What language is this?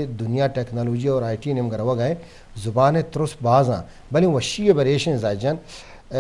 Eastern Balochi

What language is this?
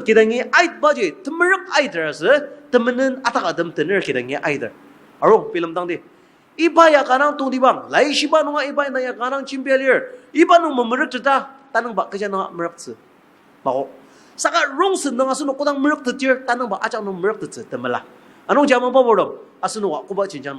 Ao Naga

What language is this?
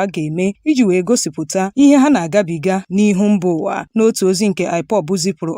Igbo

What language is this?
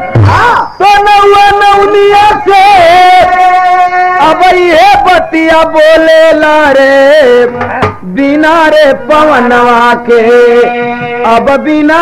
Bhojpuri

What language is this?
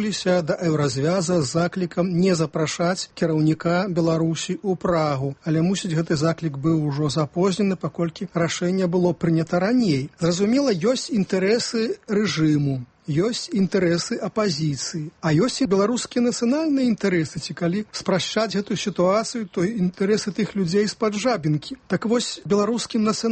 Belarusian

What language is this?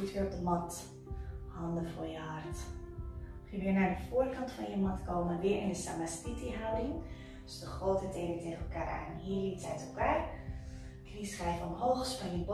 Dutch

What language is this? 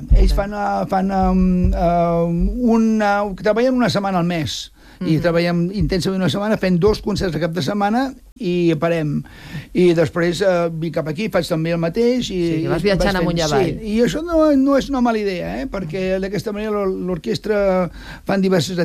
Catalan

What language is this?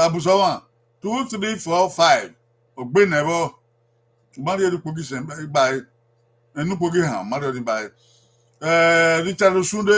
Bini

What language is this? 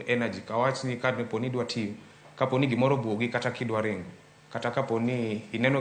Luo (Kenya and Tanzania)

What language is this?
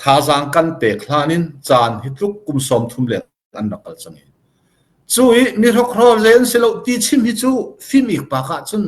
Hakha Chin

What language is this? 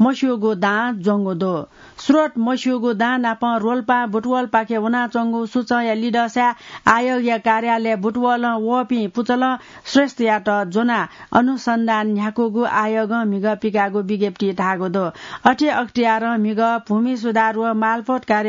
Newari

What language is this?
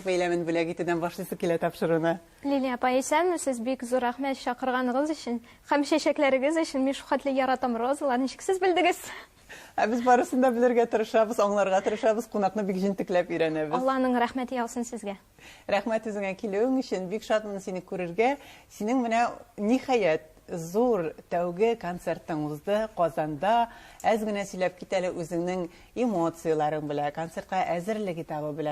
Tatar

